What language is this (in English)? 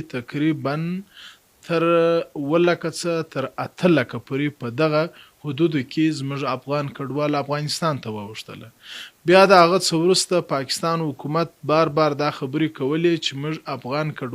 Pashto